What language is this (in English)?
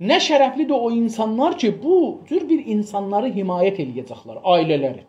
South Azerbaijani